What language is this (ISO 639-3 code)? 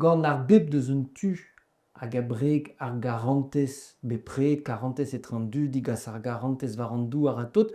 bre